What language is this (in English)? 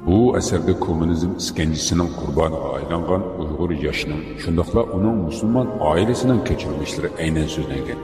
Uyghur